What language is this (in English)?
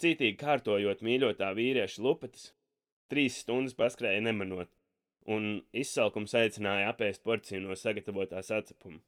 Latvian